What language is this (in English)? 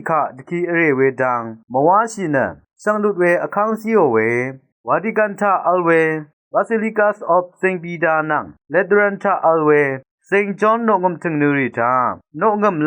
Rawang